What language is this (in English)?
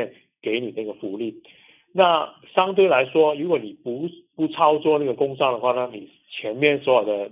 Chinese